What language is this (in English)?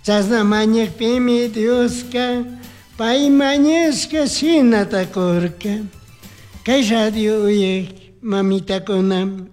Chimborazo Highland Quichua